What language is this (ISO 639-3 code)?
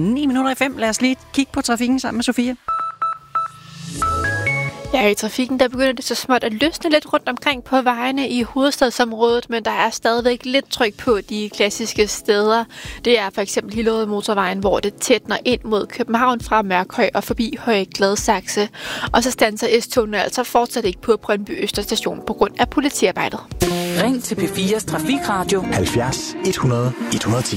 dan